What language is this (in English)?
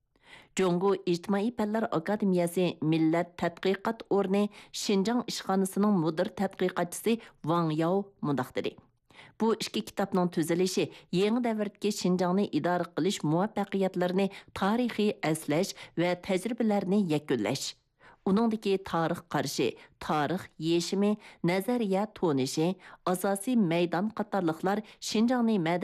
Uyghur